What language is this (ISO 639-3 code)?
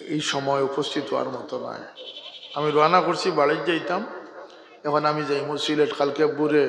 syl